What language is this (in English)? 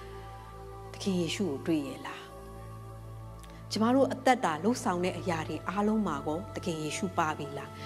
Burmese